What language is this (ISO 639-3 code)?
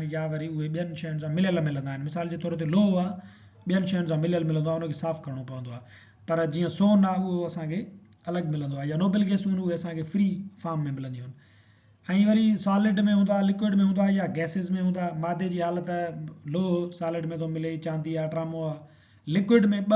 snd